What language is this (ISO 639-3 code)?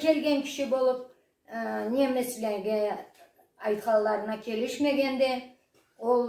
krc